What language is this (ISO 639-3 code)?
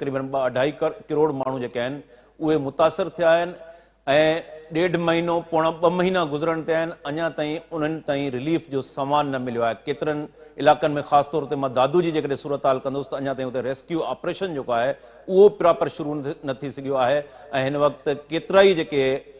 snd